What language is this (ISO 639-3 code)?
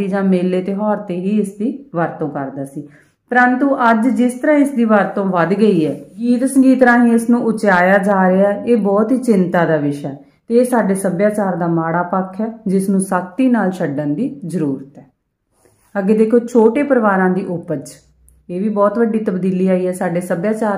pan